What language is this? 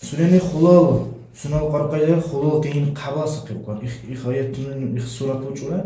Dargwa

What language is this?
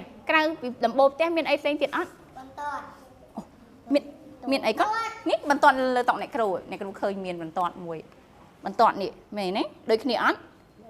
Khmer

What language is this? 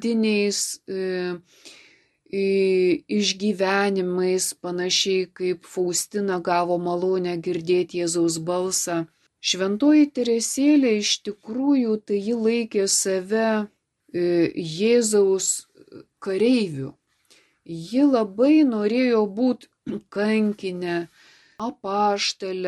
Lithuanian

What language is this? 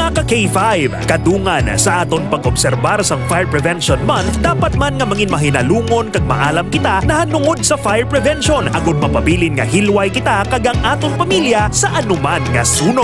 Hiligaynon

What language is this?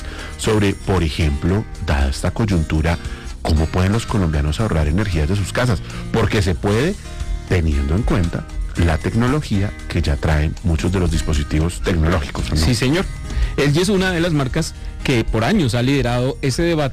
Spanish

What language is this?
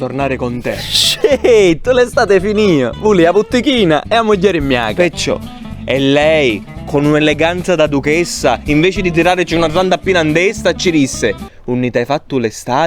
Sicilian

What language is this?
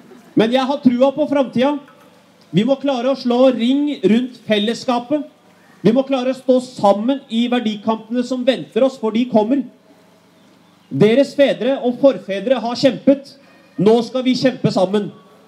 Norwegian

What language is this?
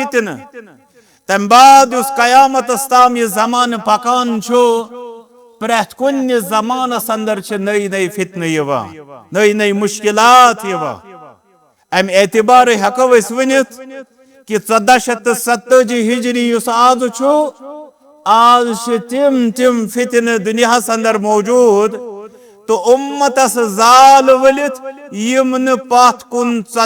Kashmiri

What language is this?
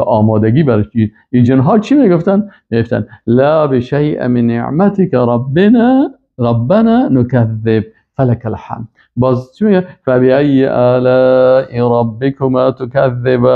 Persian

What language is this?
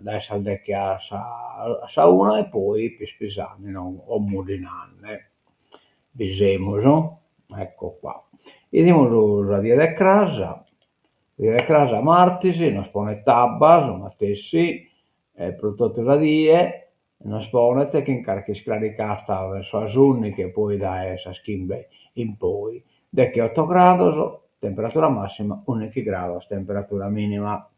Sardinian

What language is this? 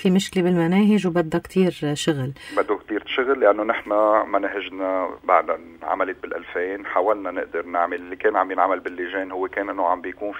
North Levantine Arabic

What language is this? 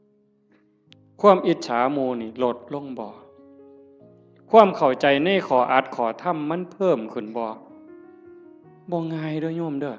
Northeastern Thai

